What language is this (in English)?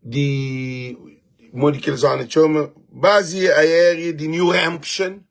Kabuverdianu